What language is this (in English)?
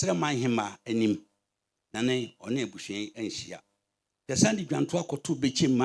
Akan